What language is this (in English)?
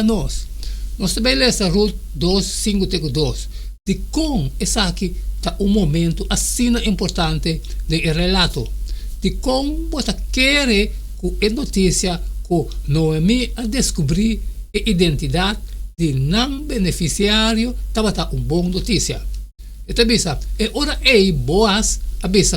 Papiamento